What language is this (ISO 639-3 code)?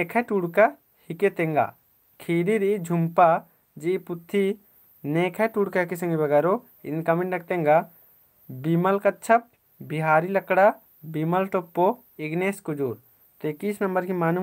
kru